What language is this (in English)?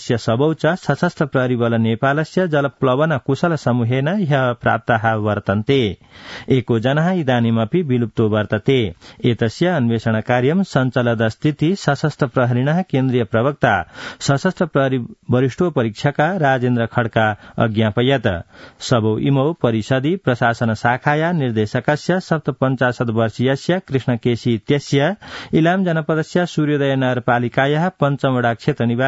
Sanskrit